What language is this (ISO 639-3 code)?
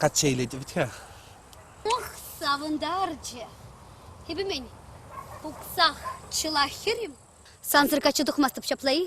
chv